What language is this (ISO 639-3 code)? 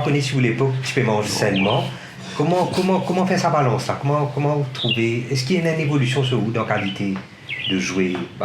mfe